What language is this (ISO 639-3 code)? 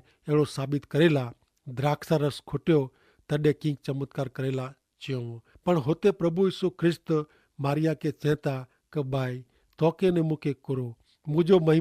kfr